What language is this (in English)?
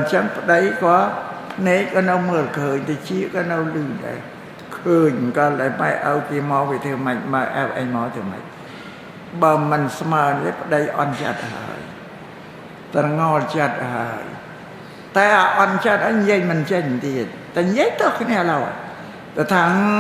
Khmer